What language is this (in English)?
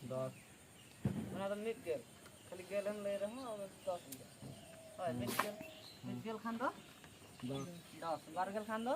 Santali